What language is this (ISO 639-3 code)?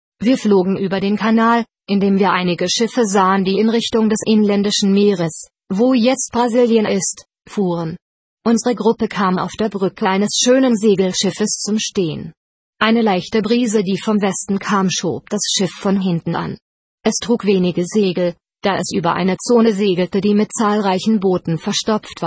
deu